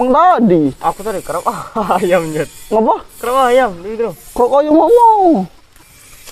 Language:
Musi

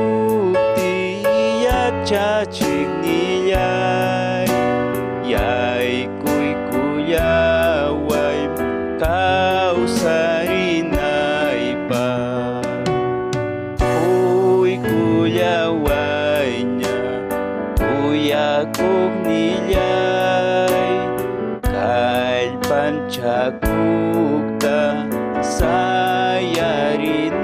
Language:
Ayacucho Quechua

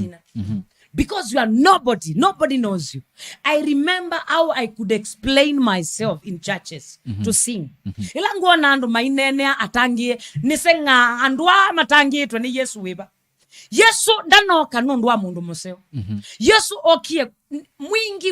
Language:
Kamba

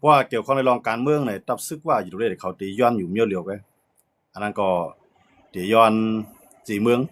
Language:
Shan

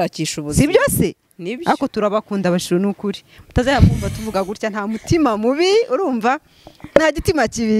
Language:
Kinyarwanda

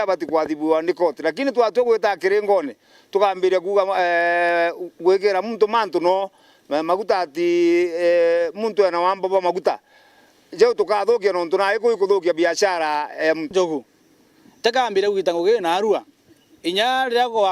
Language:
Meru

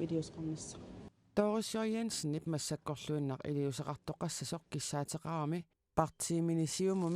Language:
Kalaallisut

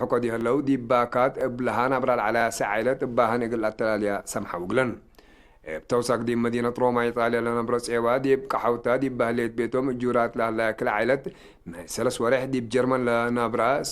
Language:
Tigre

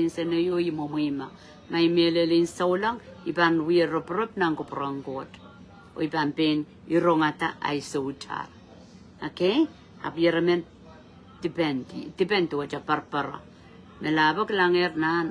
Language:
Pohnpeian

